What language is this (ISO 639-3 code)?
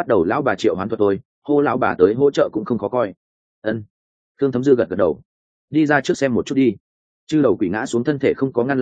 vie